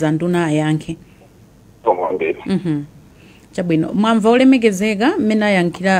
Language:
Nyanja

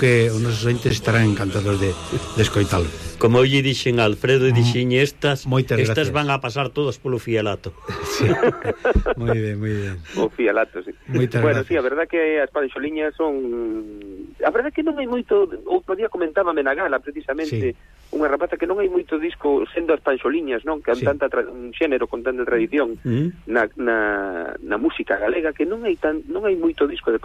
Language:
Galician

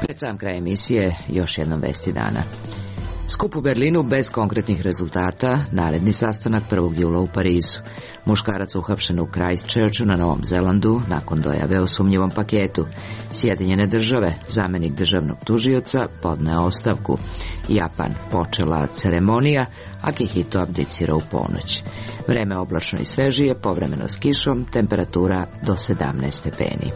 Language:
Serbian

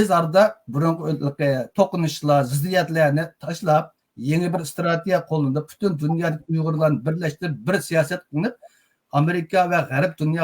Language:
Uyghur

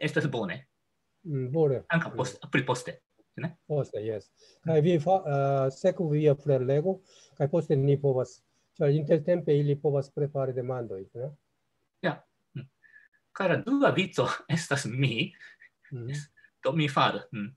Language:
Esperanto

